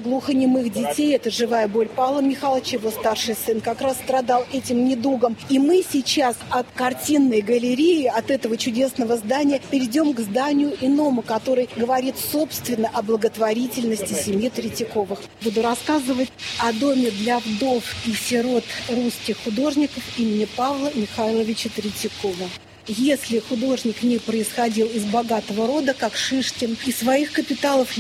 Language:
Russian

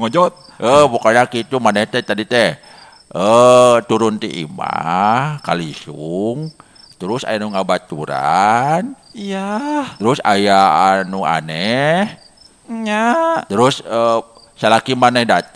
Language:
Sundanese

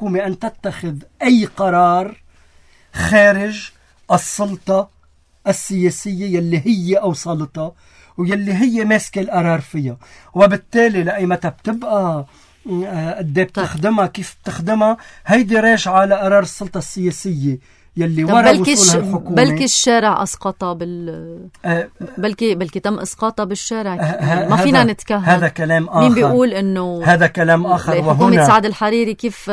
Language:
North Levantine Arabic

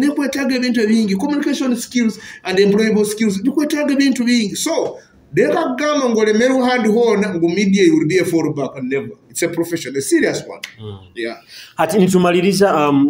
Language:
Nyoro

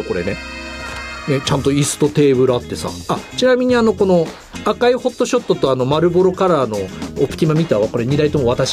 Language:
Japanese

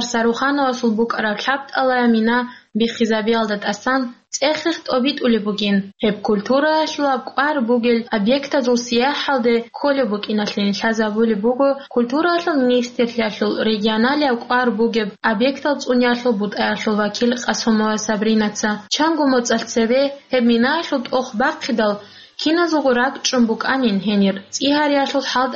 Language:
Avaric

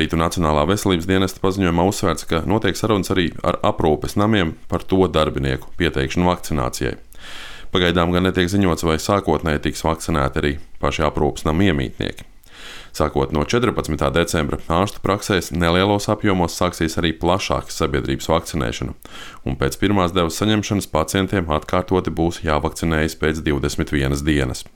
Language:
Latvian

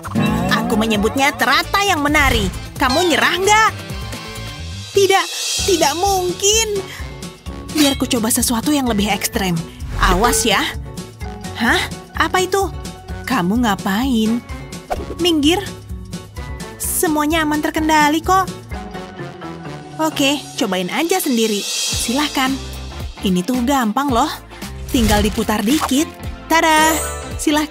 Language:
Indonesian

